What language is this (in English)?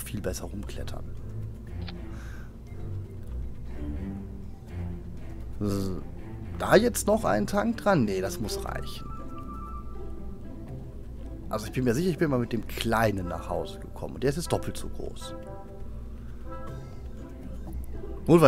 German